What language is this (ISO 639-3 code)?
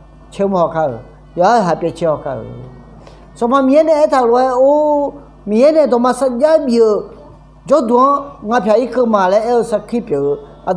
ahk